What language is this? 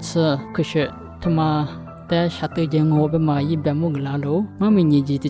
Lisu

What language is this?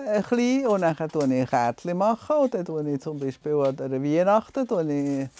Swiss German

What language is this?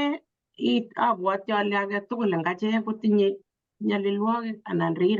Kalenjin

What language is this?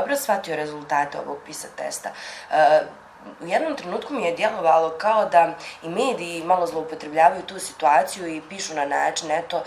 Bosnian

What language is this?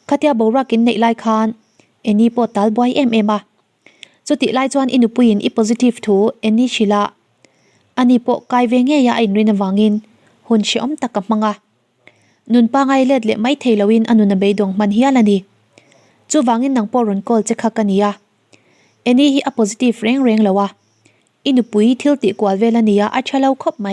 Mizo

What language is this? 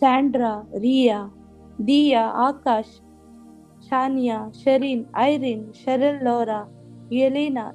Konkani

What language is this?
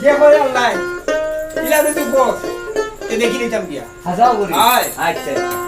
Sylheti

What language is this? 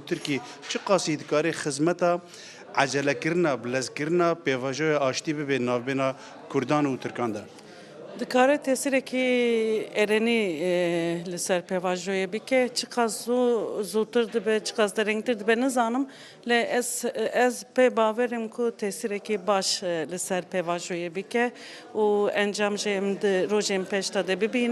Kurdish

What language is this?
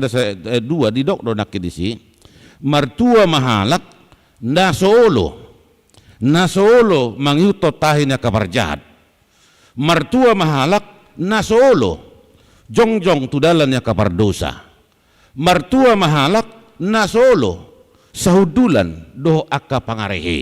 Batak Toba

